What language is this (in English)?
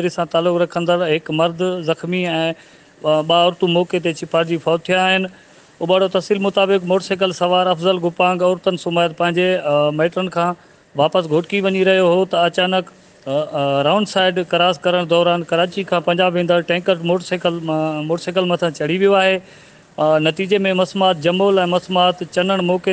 Sindhi